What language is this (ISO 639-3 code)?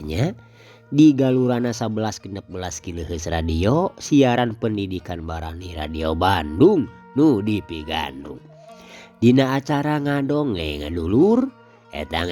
sun